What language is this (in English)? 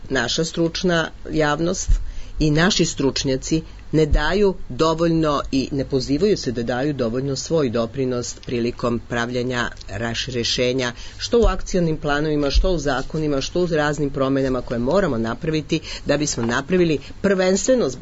Serbian